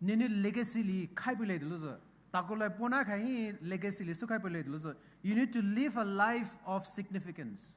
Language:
Poumei Naga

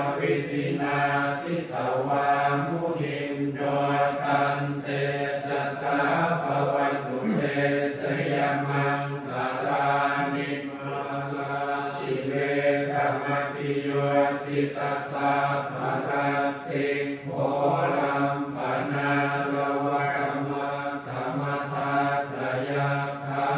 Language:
Pali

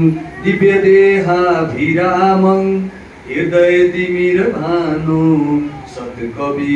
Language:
Nepali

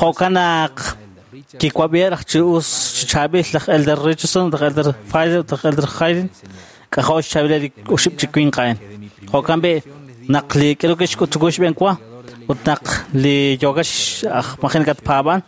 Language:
Kekchí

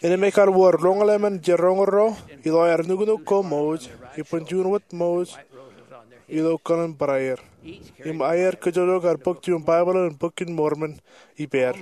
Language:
Marshallese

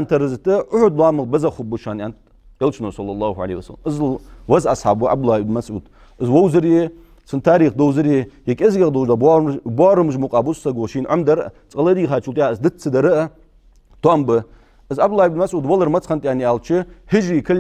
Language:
Ingush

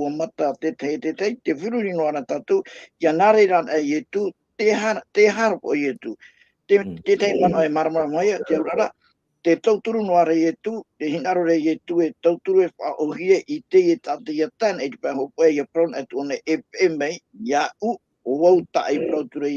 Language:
Tahitian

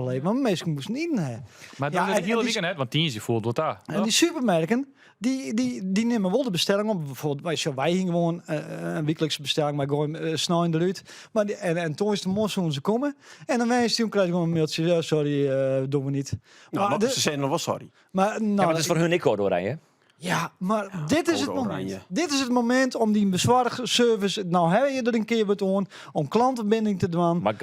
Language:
Western Frisian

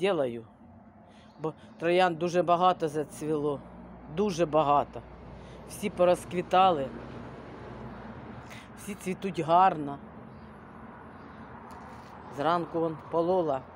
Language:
Ukrainian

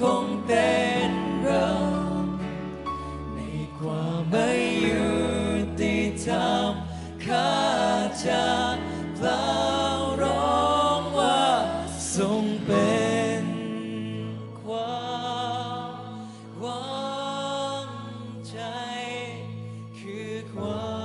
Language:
Thai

